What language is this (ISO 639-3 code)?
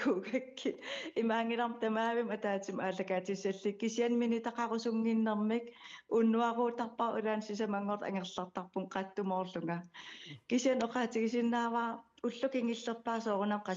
kal